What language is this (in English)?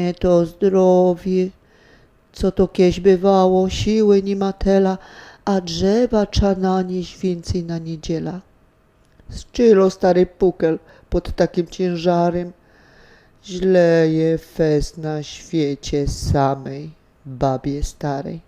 Silesian